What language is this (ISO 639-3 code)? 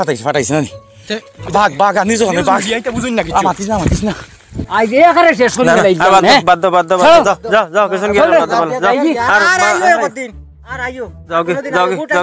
syl